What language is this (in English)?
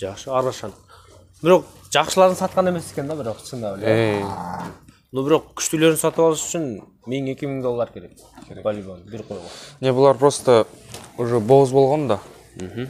Kyrgyz